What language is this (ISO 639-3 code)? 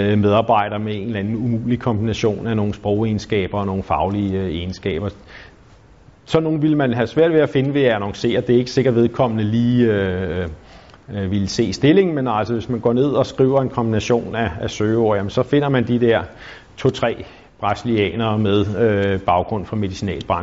dan